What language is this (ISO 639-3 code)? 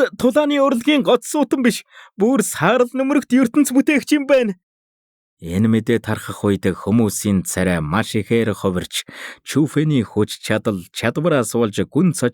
mon